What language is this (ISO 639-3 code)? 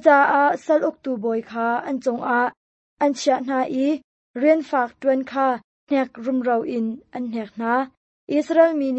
cnh